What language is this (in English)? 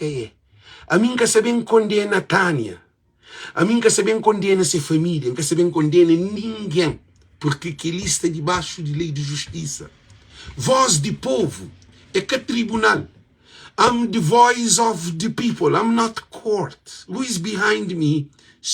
Kabuverdianu